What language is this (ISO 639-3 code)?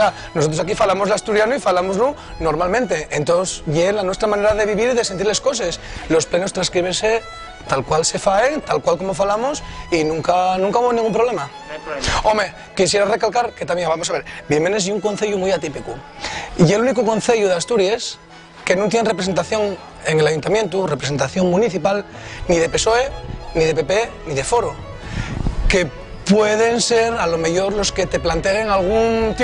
ast